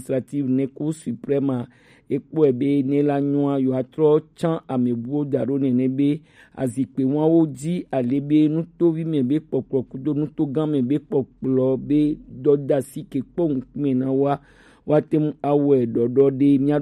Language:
Gen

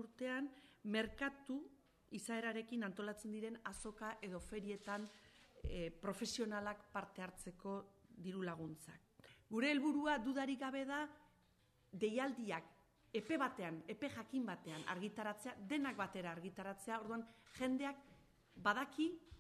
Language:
Basque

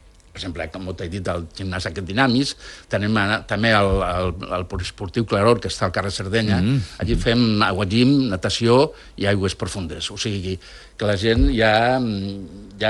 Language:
Catalan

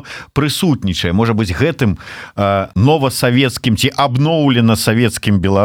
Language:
Belarusian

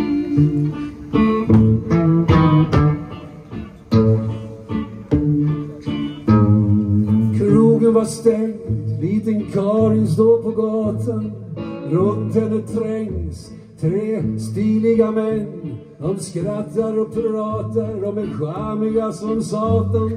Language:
Swedish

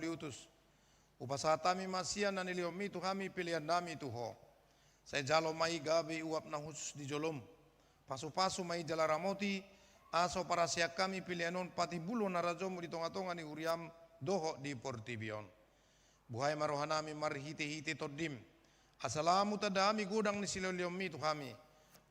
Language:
Batak Toba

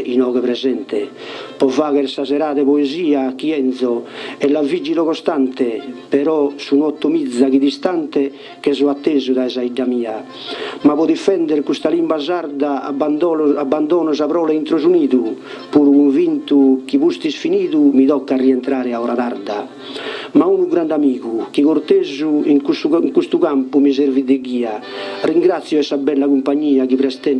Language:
Sardinian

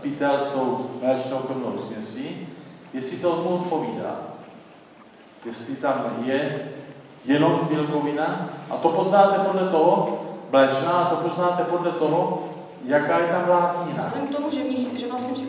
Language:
Czech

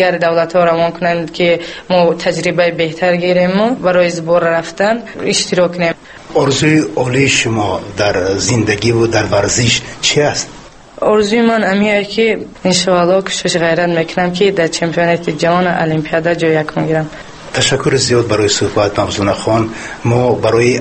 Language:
Tajik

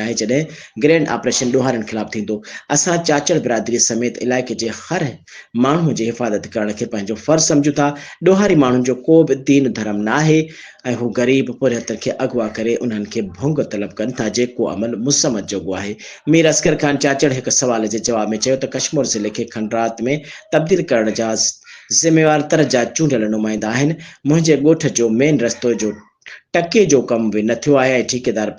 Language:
Sindhi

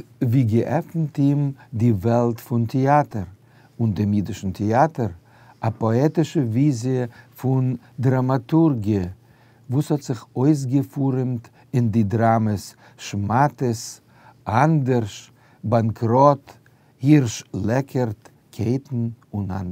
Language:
Yiddish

